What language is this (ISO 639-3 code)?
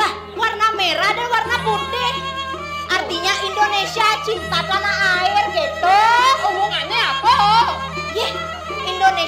ban